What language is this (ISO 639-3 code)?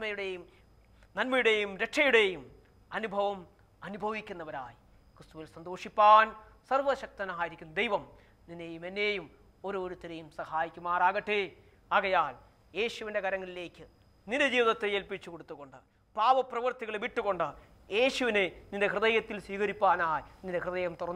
mal